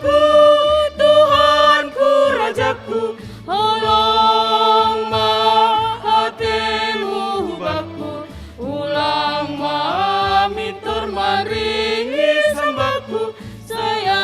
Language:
Batak Simalungun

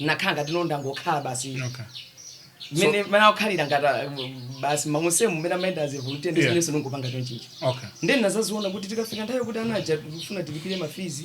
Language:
Nyanja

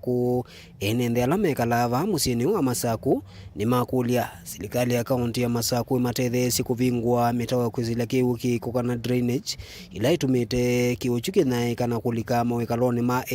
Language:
Kamba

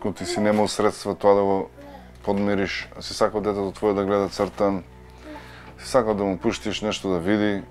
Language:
Macedonian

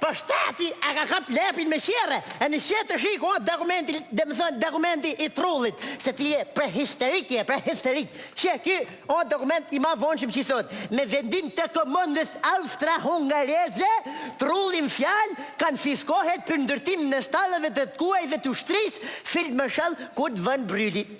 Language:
Albanian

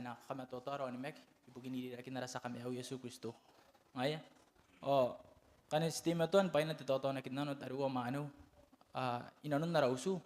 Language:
Gilbertese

